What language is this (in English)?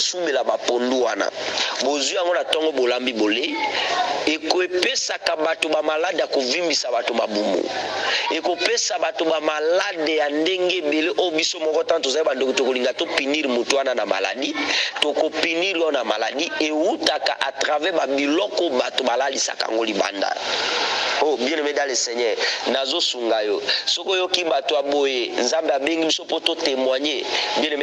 Lingala